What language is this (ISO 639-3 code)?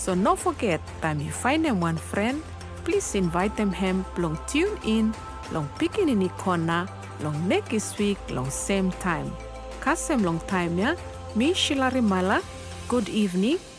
bis